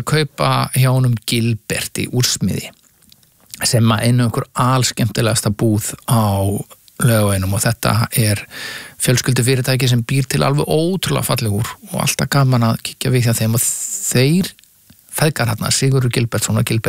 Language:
Icelandic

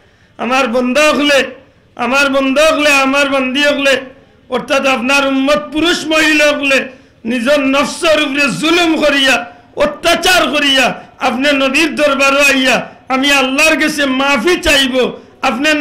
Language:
Sylheti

